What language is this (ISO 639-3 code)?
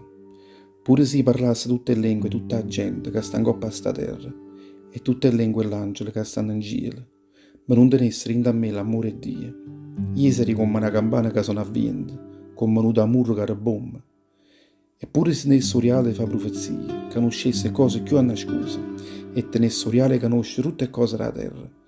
nap